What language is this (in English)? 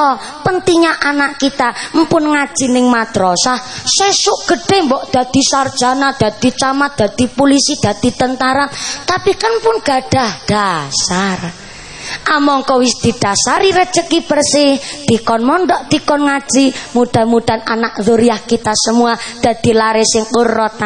Javanese